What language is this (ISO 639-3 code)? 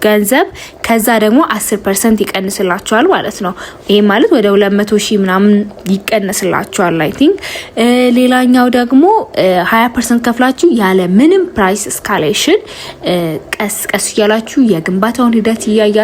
amh